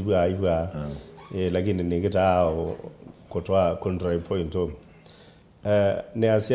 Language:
Kamba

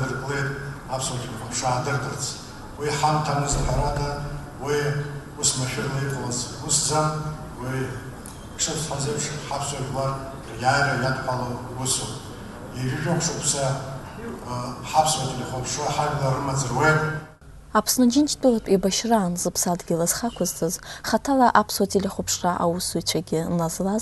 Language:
Abkhazian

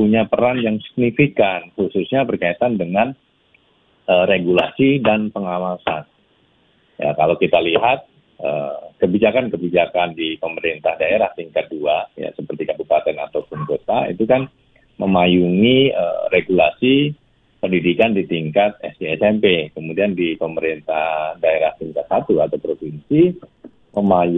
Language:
Indonesian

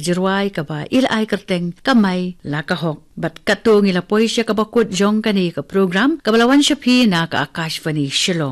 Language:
Khasi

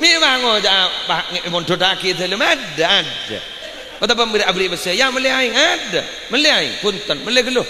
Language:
Madurese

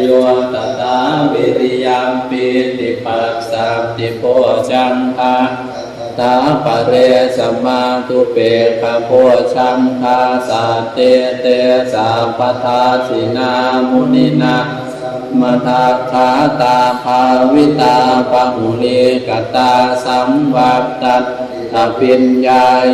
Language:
Pali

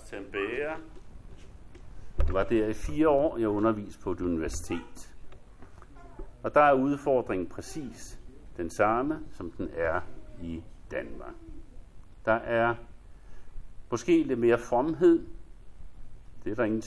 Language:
Danish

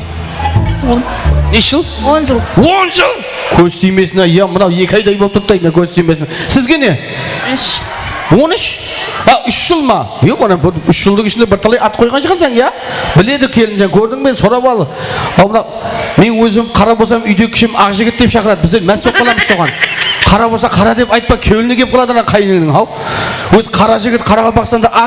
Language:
Kara-Kalpak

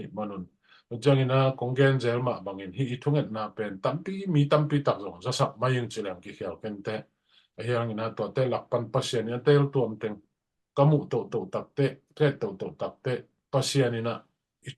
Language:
Tedim Chin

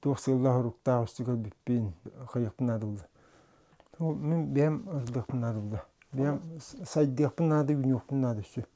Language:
Yakut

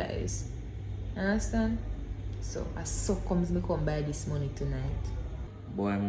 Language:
Jamaican Creole English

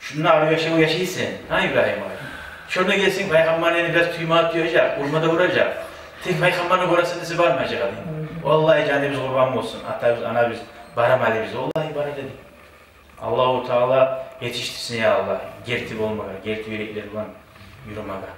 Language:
Kumyk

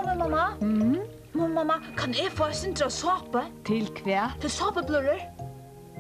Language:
Faroese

